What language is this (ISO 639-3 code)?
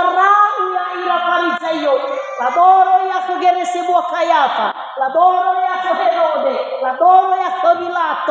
nia